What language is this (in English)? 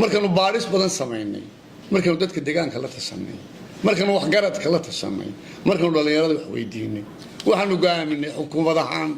Somali